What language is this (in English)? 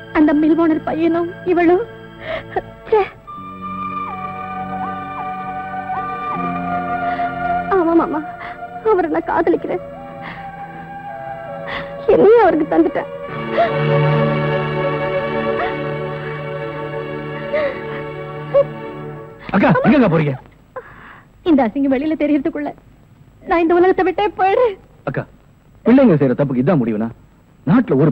Tamil